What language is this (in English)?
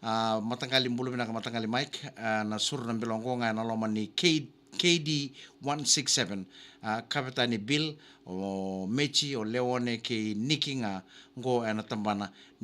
Fijian